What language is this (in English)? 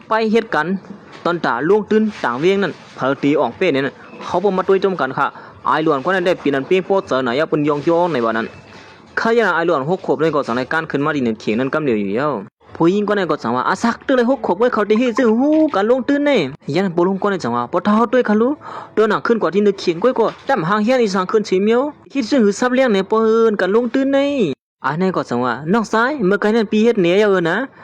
Shan